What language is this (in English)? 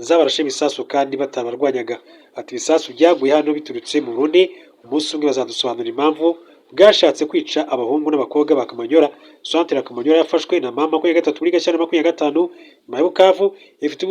Kinyarwanda